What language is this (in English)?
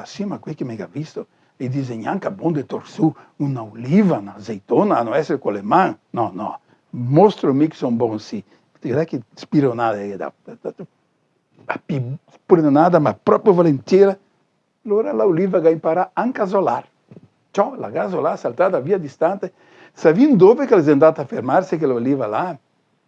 Venetian